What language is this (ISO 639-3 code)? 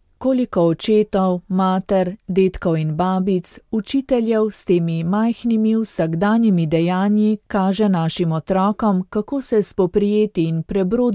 slv